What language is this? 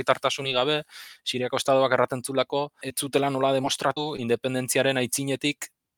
Basque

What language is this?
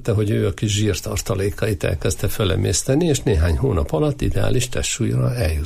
Hungarian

